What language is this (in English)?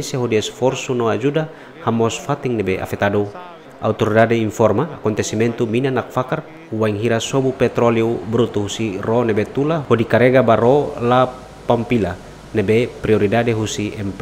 Tetum